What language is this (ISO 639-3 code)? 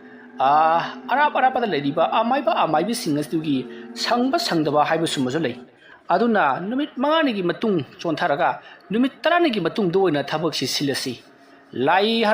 mni